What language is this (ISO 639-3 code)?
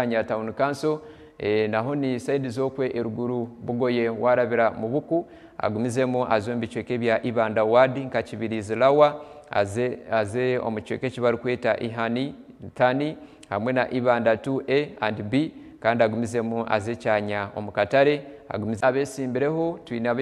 nyn